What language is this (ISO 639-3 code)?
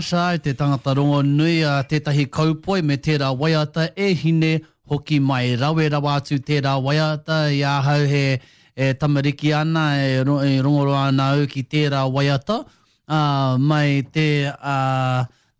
mri